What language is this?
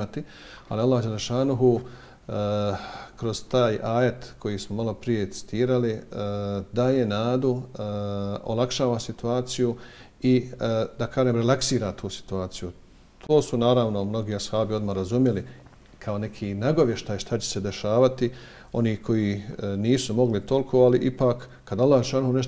Bosnian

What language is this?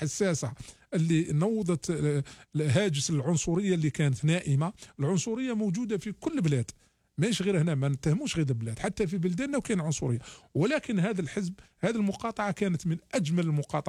Algerian Arabic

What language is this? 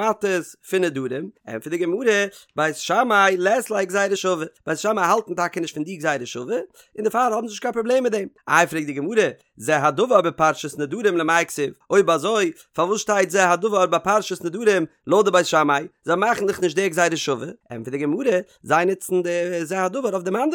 Yiddish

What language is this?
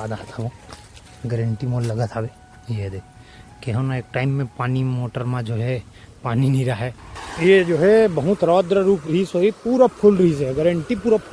Chhattisgarhi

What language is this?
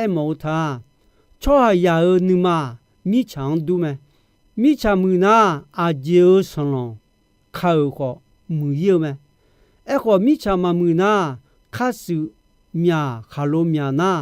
Akha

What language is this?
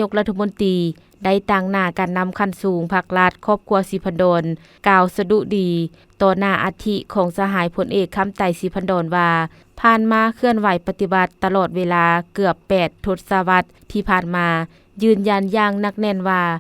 Lao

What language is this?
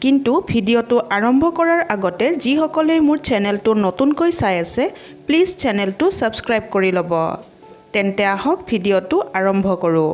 Assamese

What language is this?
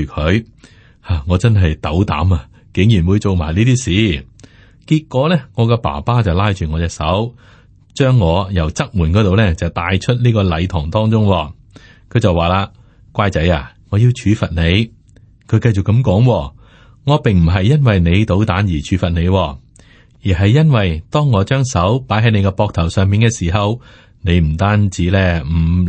Cantonese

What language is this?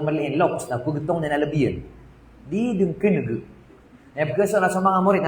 Maranao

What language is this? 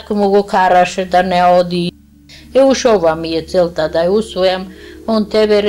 Macedonian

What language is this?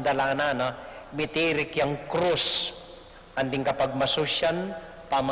Pampanga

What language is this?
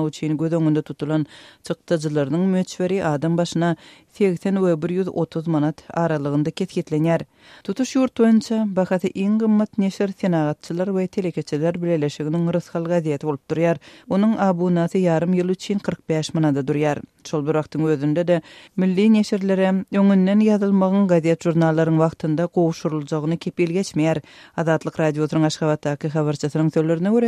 Turkmen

